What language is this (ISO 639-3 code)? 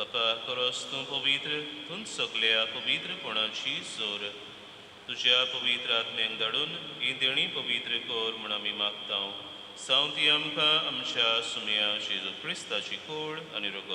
kok